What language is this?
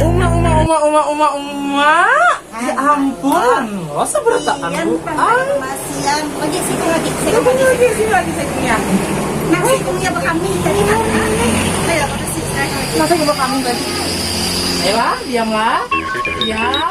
Banjar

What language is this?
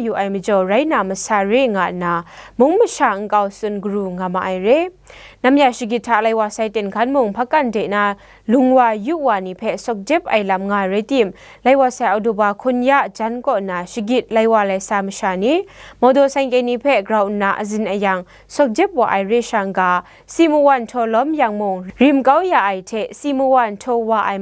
Kachin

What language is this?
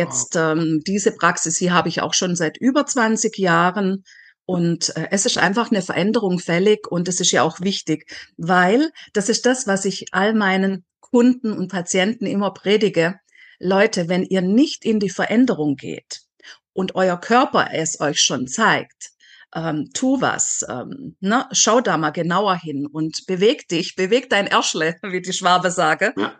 German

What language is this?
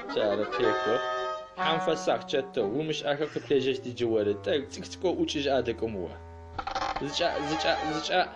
Adyghe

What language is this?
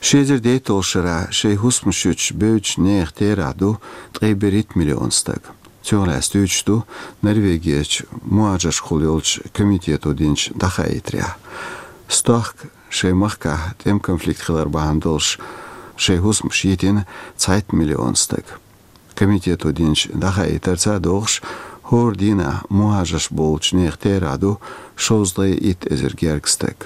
Chechen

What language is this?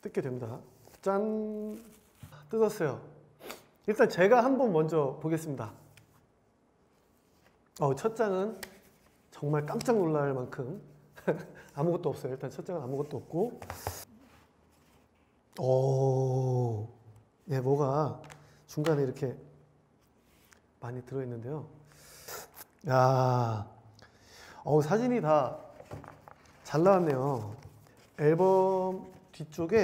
Korean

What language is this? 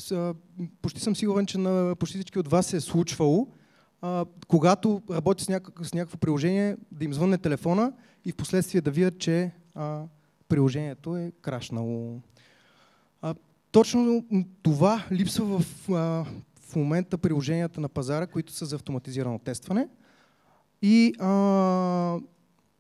Bulgarian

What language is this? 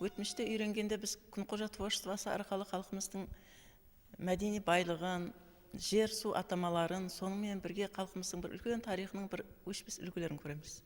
Kara-Kalpak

